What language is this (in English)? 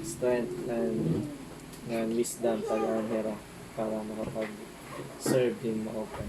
Waray